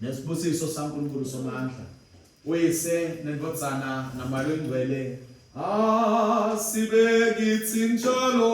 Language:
Swati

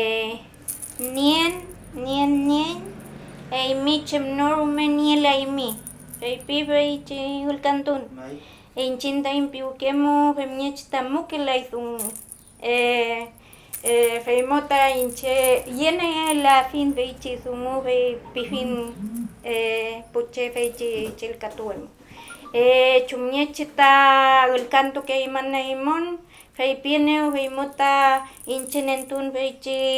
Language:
Mapuche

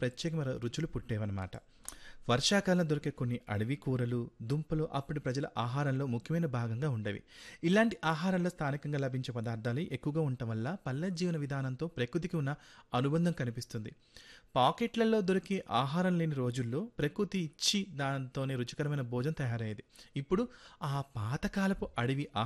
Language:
Telugu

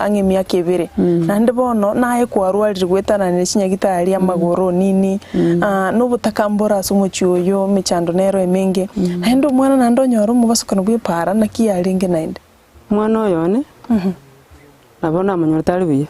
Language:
Gusii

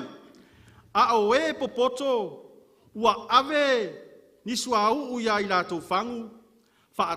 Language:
Samoan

